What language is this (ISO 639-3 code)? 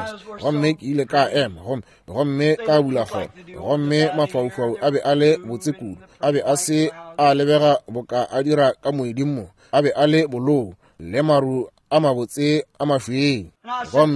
nso